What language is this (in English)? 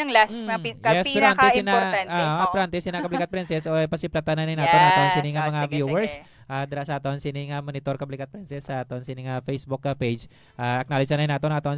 Hiligaynon